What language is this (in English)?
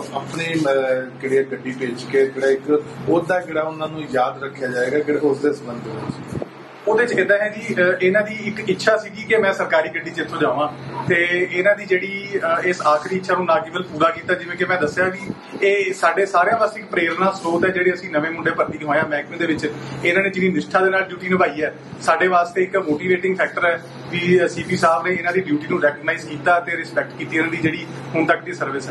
Punjabi